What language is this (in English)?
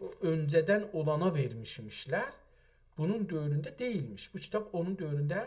South Azerbaijani